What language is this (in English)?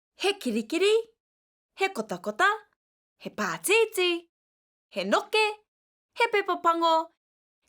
Māori